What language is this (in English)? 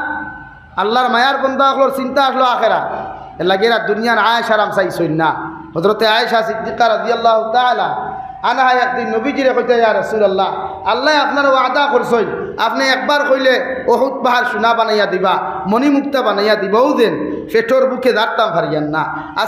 Sylheti